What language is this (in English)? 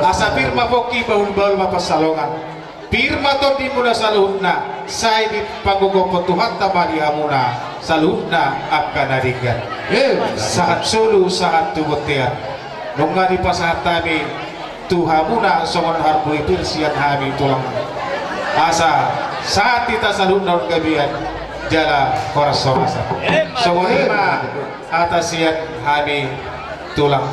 Batak Toba